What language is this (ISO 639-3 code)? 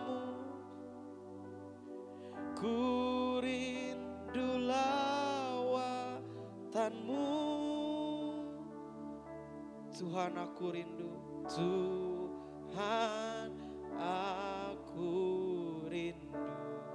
ind